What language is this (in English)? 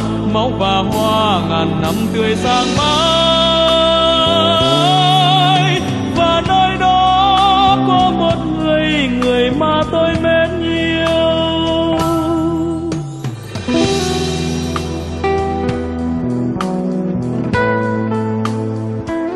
Vietnamese